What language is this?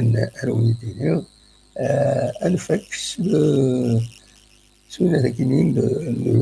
Kabyle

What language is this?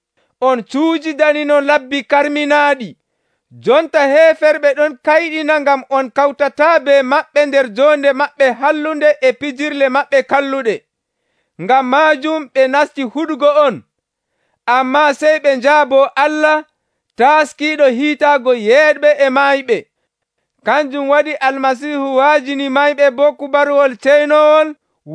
Nigerian Fulfulde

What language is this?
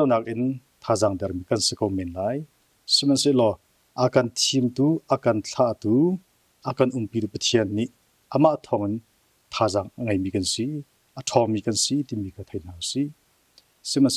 Hakha Chin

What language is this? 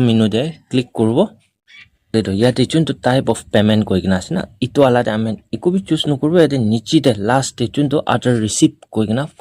Naga Pidgin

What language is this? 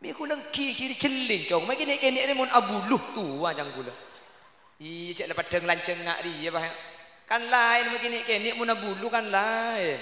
Madurese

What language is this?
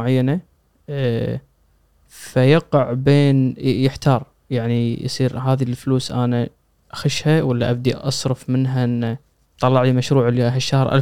Gulf Arabic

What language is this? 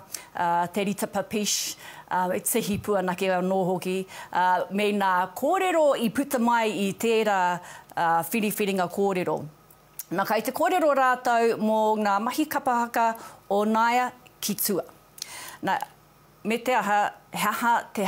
Māori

